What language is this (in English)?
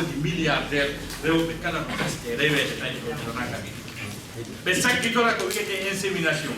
Fula